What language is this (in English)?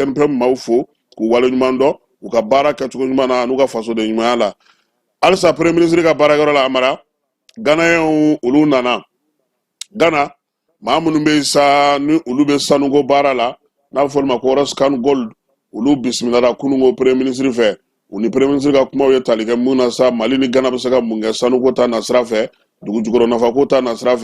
Bambara